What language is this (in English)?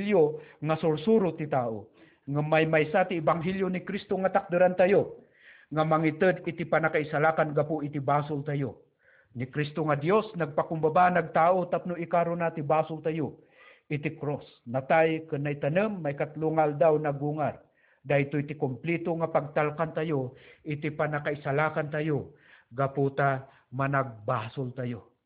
Iloko